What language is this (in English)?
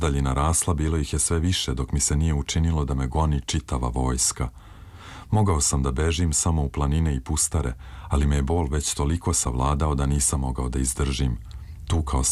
Serbian